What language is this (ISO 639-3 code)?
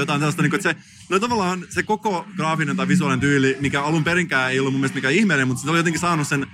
fin